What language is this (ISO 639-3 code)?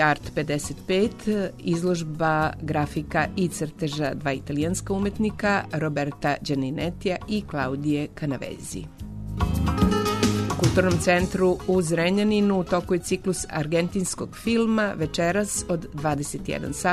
srp